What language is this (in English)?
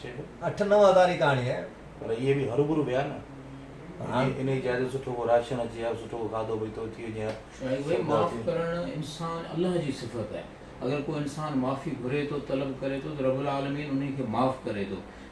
Sindhi